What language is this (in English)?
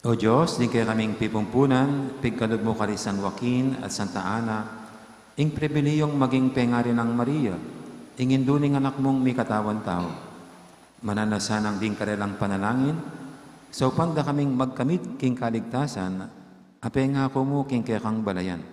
Pampanga